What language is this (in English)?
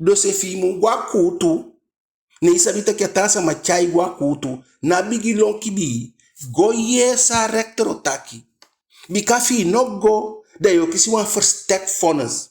Eastern Maroon Creole